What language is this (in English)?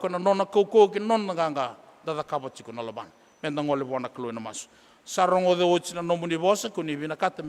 Fijian